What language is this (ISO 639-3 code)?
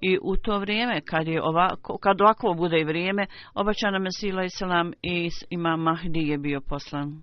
bos